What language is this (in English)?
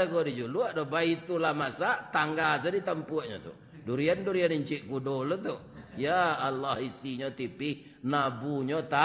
Minangkabau